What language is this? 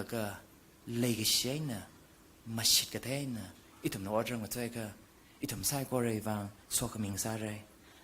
Tangkhul Naga (India)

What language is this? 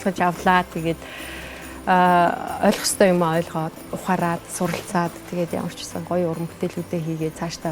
Mongolian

